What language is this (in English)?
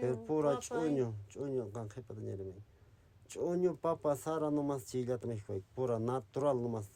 Quechua